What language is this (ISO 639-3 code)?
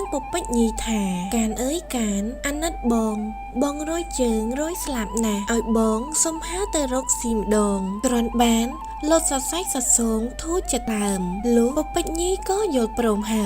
khm